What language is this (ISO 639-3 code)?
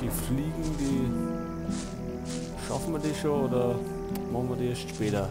bar